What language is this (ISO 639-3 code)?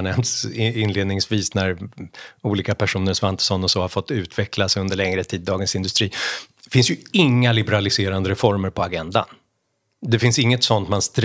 swe